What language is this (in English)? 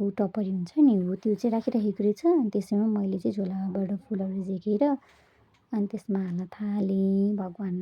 Nepali